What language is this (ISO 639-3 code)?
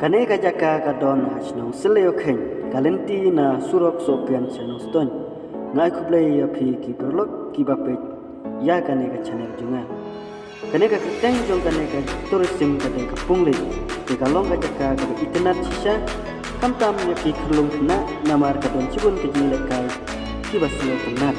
kha